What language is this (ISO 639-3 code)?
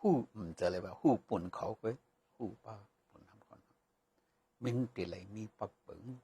shn